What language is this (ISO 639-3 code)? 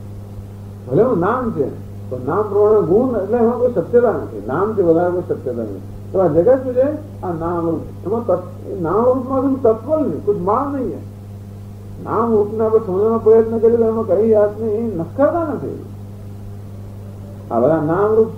guj